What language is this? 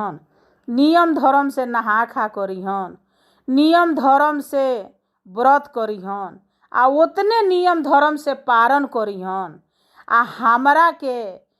Bhojpuri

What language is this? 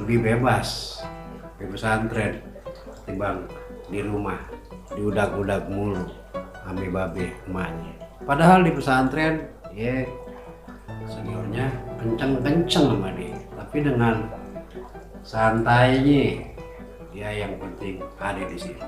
Betawi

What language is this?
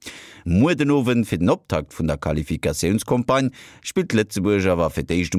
Luxembourgish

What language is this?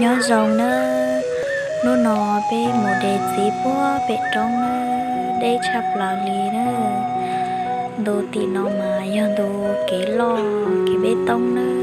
Hmong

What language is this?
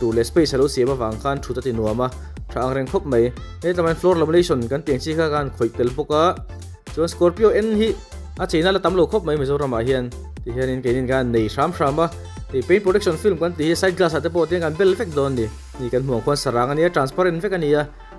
Mizo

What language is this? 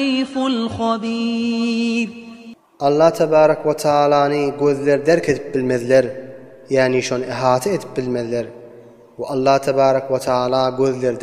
Turkmen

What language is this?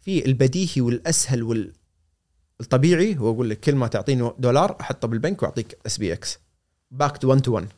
Gulf Arabic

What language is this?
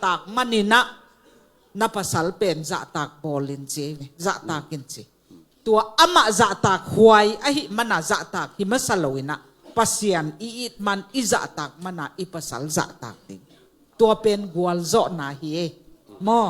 Tedim Chin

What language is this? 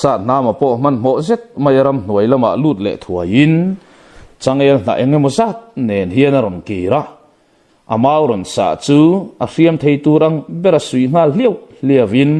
Mizo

